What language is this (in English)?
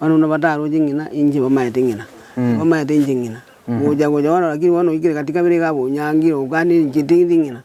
Gusii